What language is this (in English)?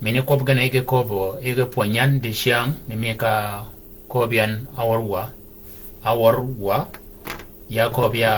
Shilluk